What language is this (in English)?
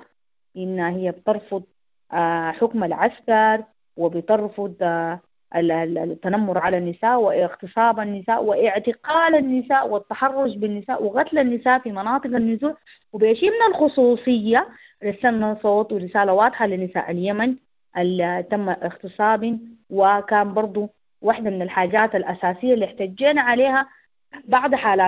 Sudanese Arabic